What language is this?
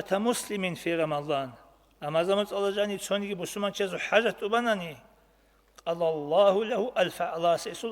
Avaric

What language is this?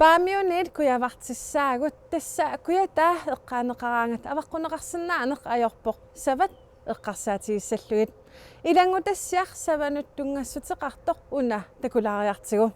Kalaallisut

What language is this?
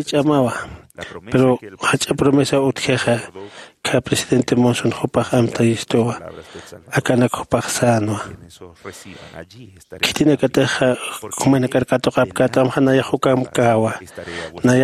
Aymara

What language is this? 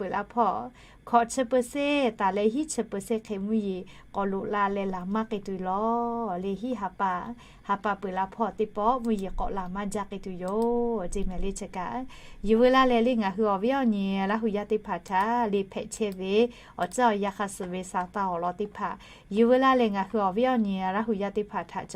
Lahu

